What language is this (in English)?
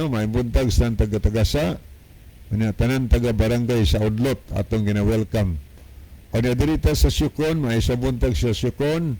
Cebuano